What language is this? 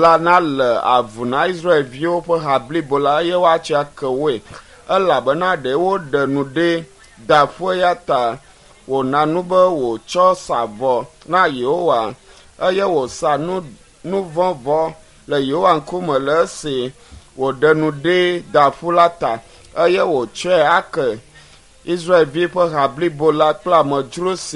Ewe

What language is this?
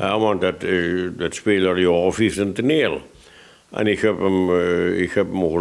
Limburgish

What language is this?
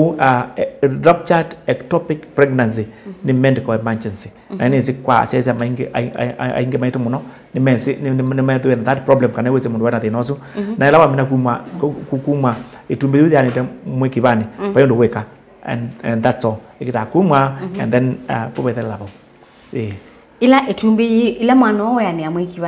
Kamba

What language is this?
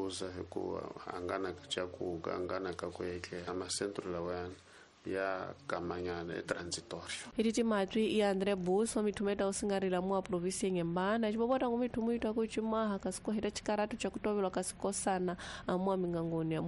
Tsonga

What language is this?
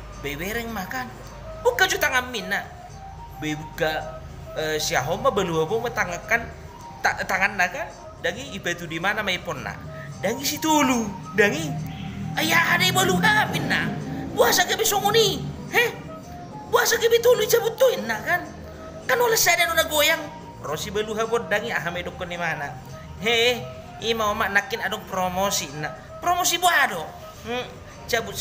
Batak Toba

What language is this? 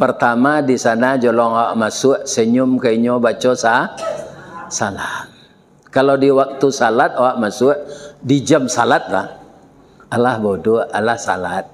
Minangkabau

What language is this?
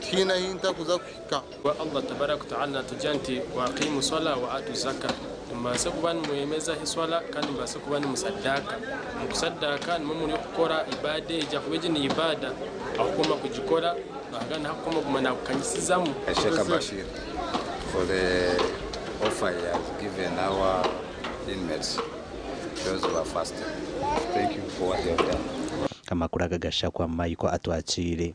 Nyankole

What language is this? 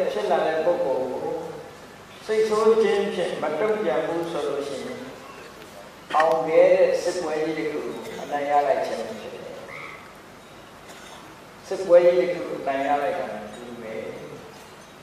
Burmese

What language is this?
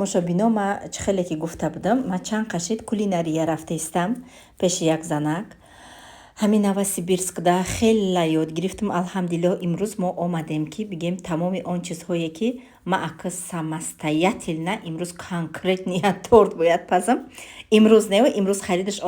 Tajik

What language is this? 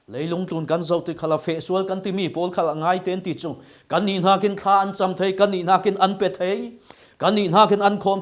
Falam Chin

